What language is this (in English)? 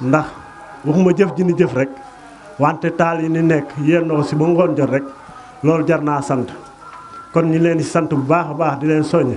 Wolof